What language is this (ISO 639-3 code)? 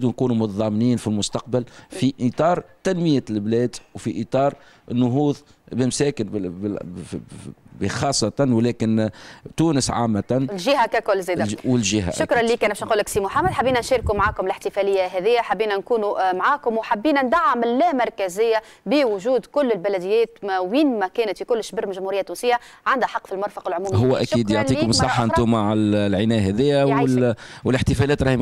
aeb